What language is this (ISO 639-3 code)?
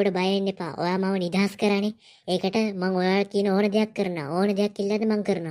sin